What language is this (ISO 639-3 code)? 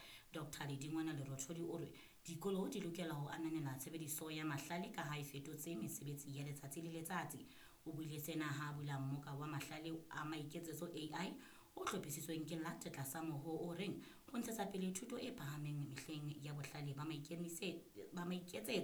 sot